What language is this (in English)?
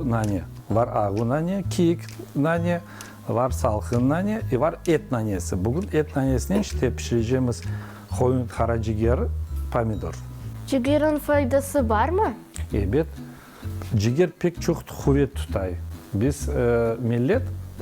Crimean Tatar